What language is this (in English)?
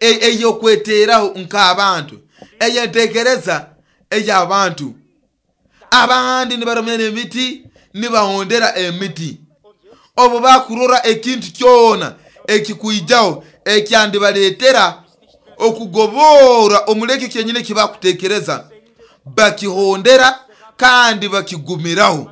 Nyoro